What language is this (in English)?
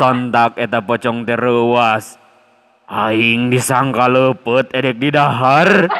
Sundanese